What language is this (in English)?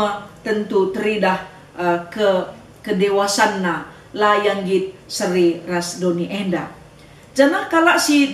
Batak Karo